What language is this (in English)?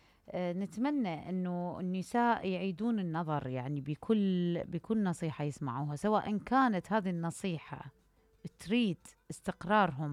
Mesopotamian Arabic